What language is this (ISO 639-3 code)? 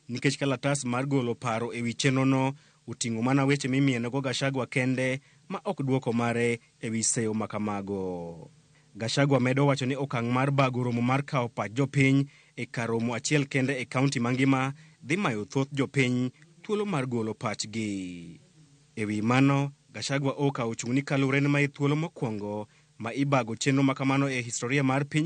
luo